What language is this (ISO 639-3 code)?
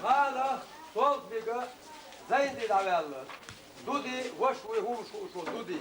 che